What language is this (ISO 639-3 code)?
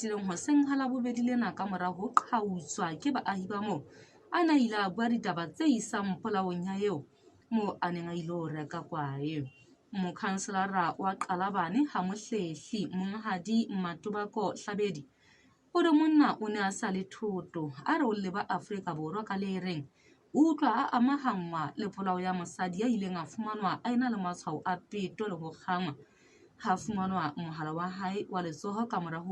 sot